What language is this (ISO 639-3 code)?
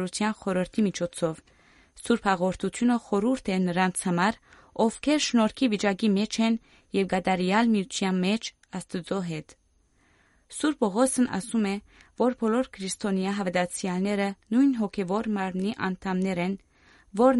hye